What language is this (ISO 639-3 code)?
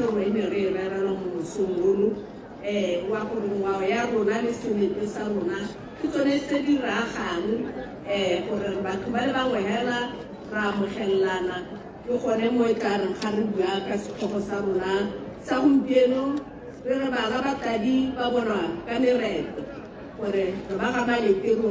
tsn